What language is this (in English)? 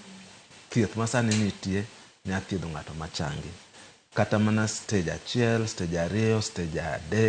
Luo (Kenya and Tanzania)